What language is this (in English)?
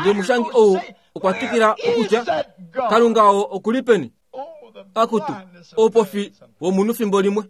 Kuanyama